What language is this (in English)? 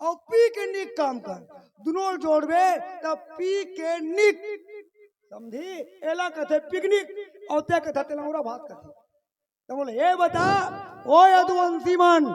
Chhattisgarhi